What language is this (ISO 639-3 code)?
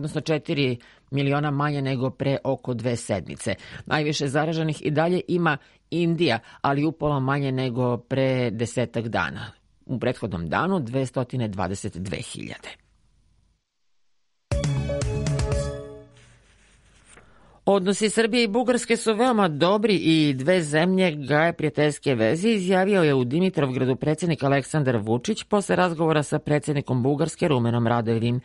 srp